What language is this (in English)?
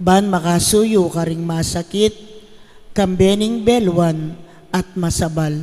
Pampanga